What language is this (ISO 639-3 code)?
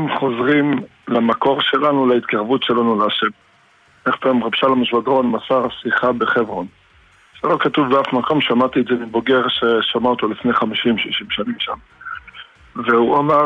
heb